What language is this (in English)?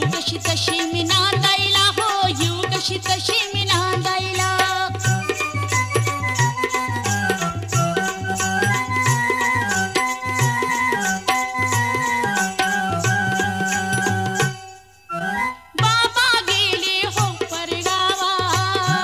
Marathi